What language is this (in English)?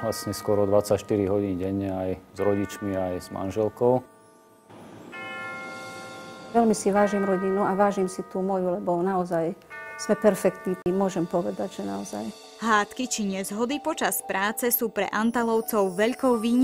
Slovak